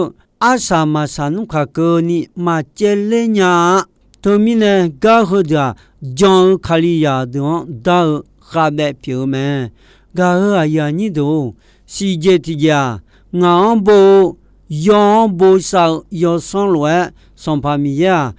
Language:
Akha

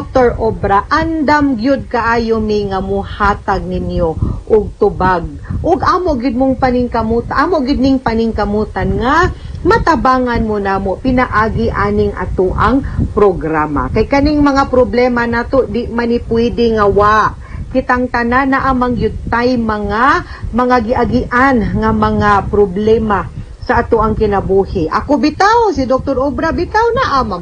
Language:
Cebuano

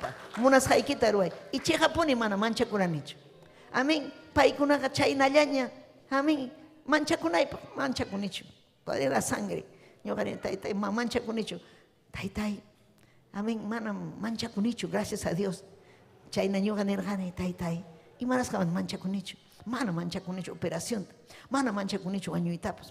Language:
Ayacucho Quechua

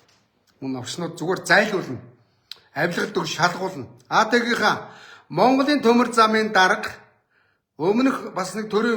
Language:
Mongolian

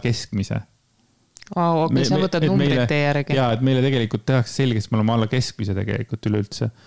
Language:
Estonian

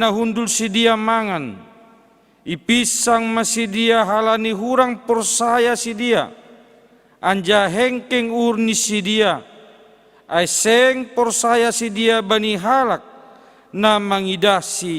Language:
Batak Simalungun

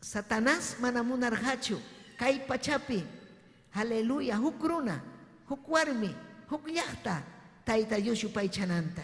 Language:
Ayacucho Quechua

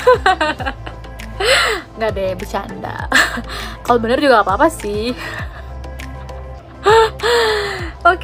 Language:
Indonesian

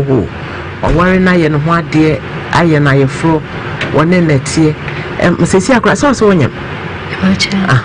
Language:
Akan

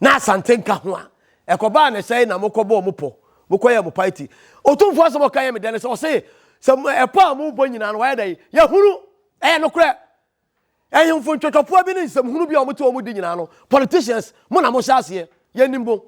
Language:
Akan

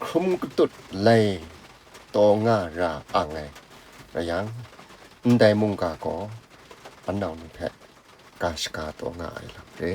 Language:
Kachin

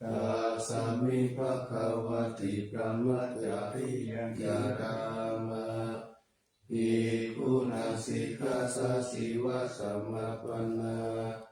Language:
Pali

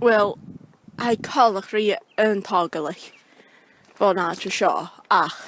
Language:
Scottish Gaelic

